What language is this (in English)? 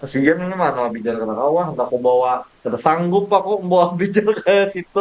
Banjar